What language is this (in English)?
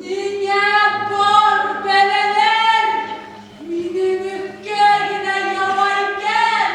Bashkir